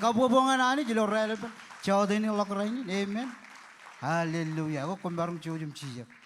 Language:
Marshallese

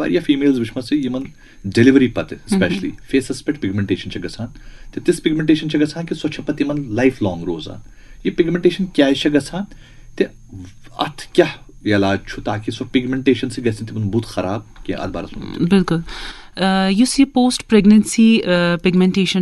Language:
Kashmiri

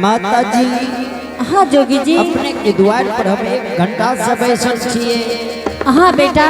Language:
Angika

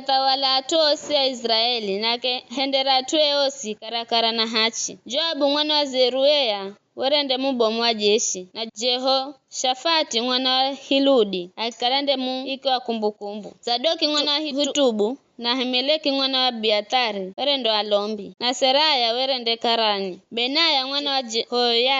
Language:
Giryama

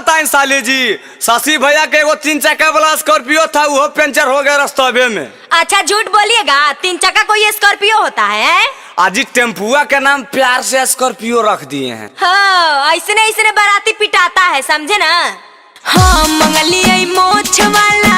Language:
Magahi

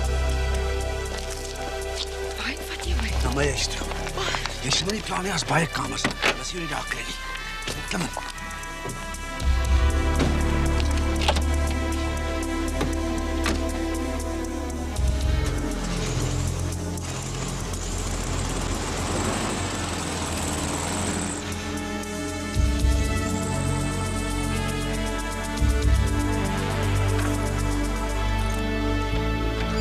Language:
Afrikaans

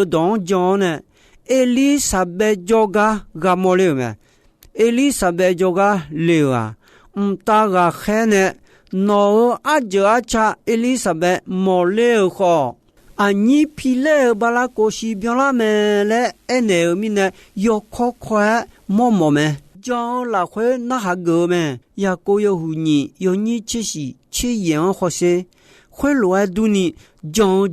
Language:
Akha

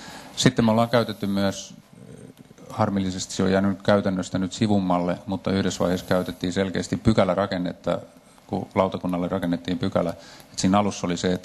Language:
Finnish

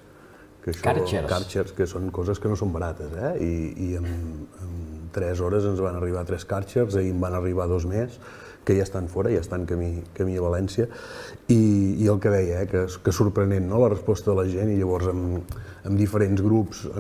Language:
Catalan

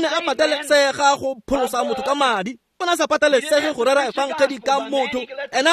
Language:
Tswana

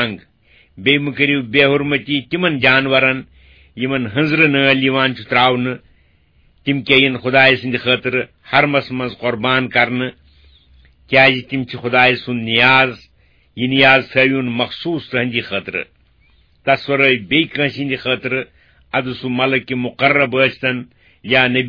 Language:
Kashmiri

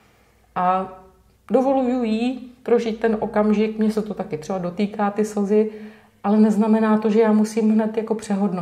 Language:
Czech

